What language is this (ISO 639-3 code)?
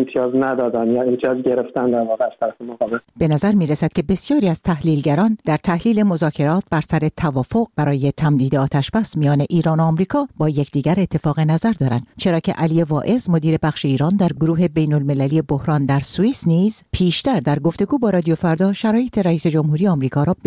fas